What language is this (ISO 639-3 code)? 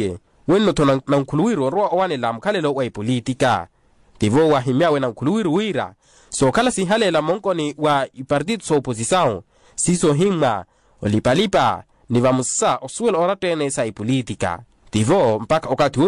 vmw